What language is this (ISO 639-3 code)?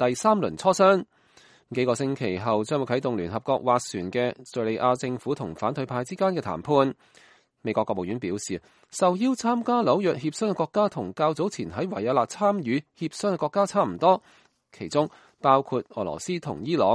yue